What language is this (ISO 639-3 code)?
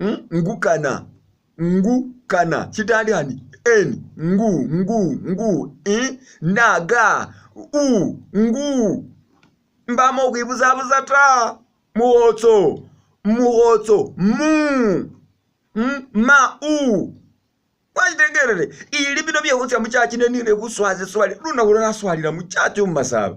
myx